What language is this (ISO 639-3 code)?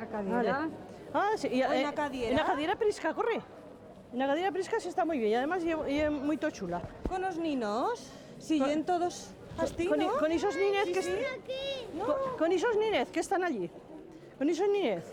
arg